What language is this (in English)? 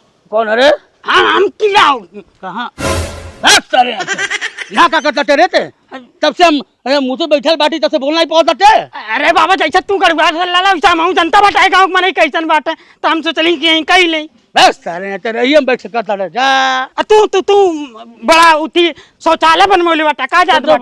Bhojpuri